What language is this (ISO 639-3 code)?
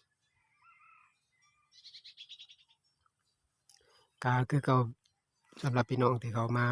lao